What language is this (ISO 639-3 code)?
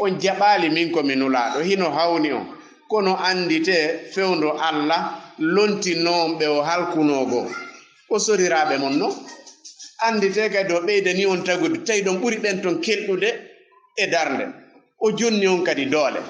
ful